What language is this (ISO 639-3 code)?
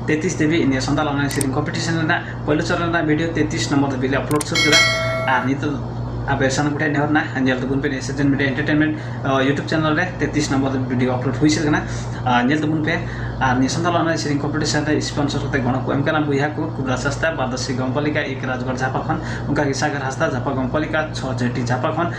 sat